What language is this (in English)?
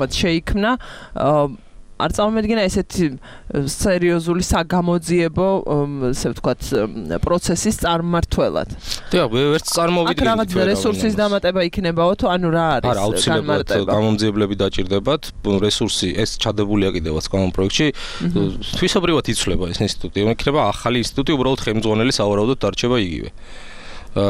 Georgian